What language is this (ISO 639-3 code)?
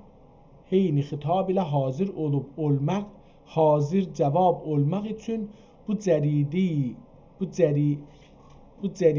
azb